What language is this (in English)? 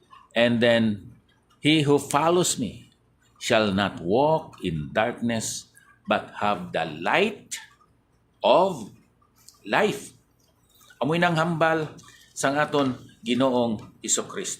Hiligaynon